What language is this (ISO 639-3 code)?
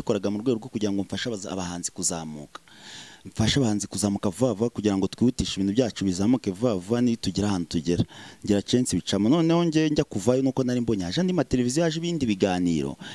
kin